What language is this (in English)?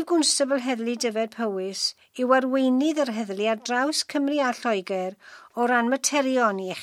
Welsh